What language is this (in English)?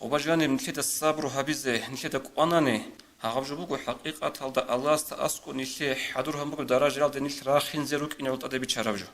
Avaric